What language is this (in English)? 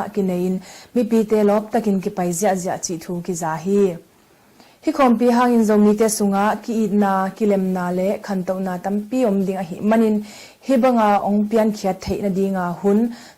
Tedim Chin